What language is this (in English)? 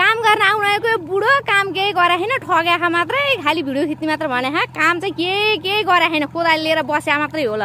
Nepali